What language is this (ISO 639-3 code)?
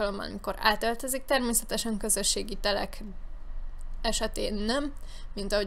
hun